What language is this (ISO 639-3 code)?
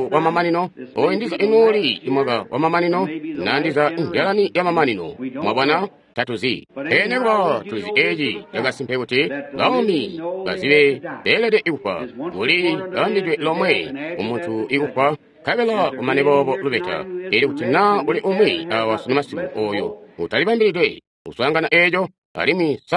toi